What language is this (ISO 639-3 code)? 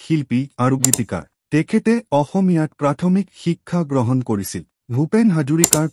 asm